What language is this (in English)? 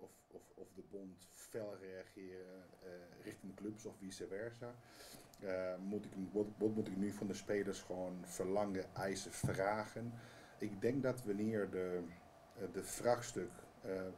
Dutch